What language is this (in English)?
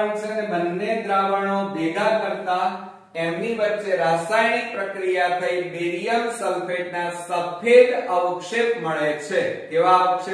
Gujarati